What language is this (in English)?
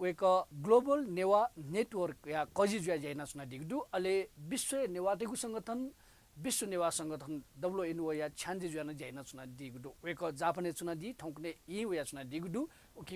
Newari